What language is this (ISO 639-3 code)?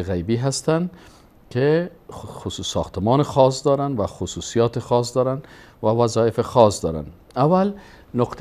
fas